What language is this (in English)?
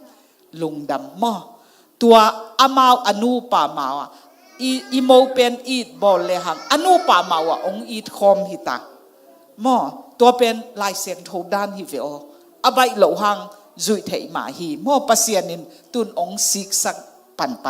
Tedim Chin